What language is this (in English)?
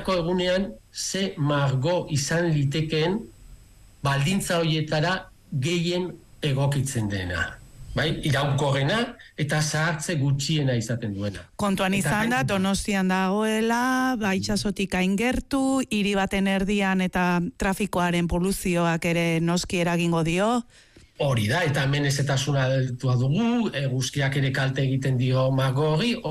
Basque